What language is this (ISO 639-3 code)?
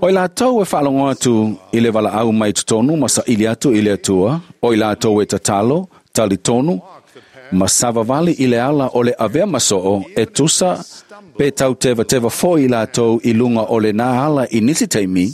smo